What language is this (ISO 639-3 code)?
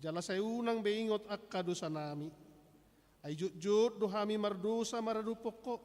bbc